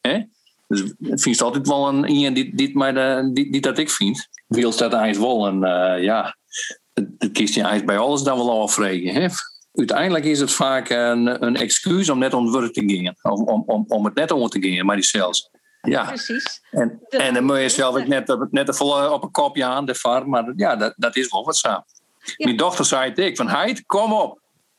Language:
Western Frisian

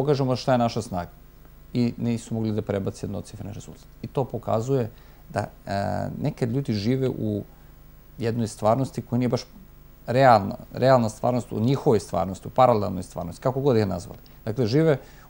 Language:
Serbian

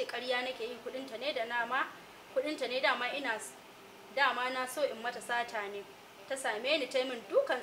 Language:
Hausa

